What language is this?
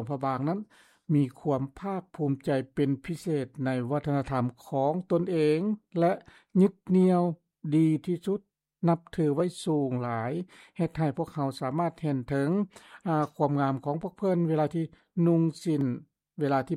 Lao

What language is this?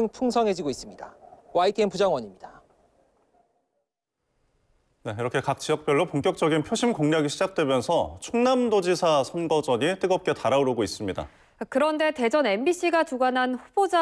Korean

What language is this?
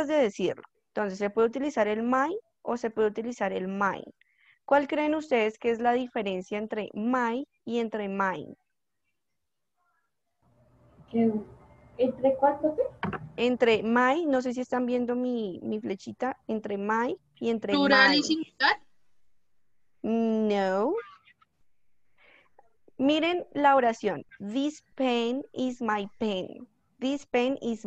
Spanish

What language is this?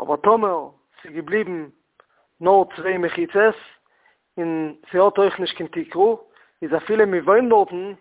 Yiddish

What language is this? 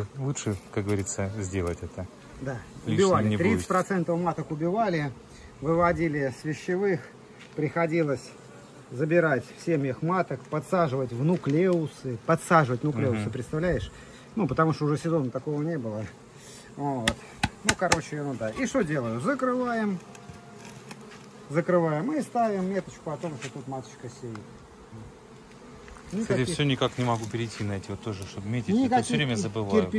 Russian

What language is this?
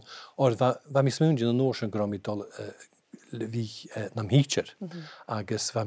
Scottish Gaelic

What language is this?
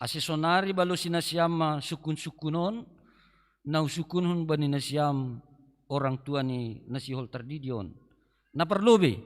Batak Simalungun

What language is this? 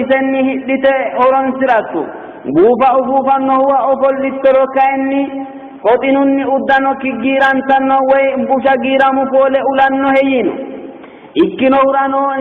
Sidamo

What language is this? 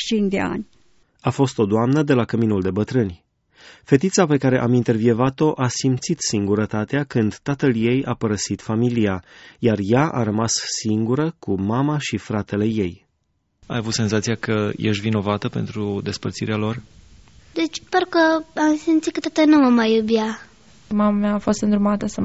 Romanian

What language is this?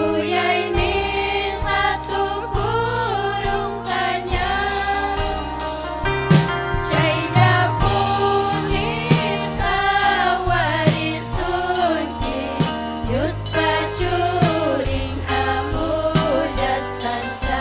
Ayacucho Quechua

